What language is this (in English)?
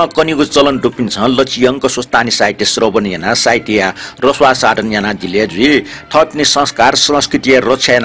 Newari